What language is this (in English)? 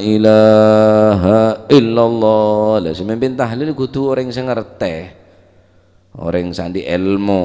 Madurese